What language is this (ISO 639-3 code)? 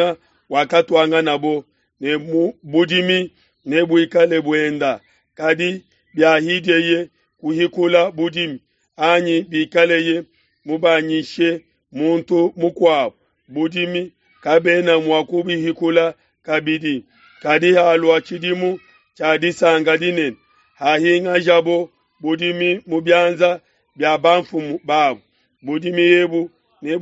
lua